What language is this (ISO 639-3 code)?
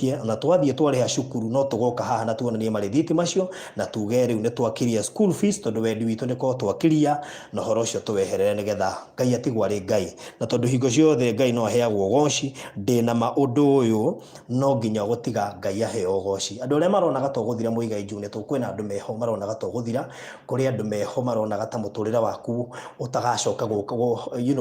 kik